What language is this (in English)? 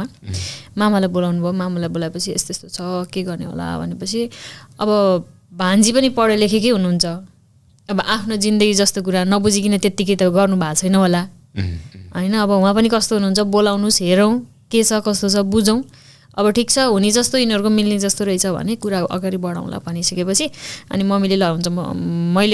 Nepali